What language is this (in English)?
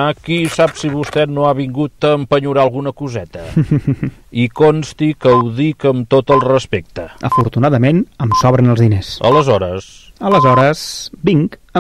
Catalan